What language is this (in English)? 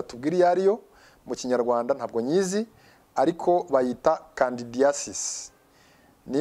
Kinyarwanda